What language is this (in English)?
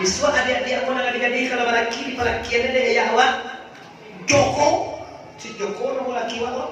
Minangkabau